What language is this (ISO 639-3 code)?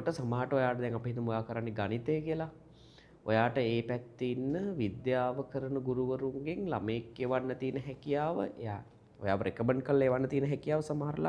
sin